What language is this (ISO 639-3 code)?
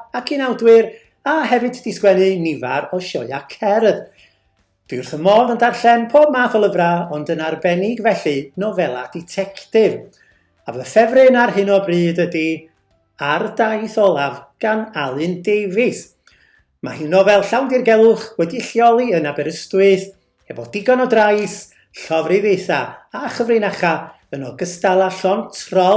cym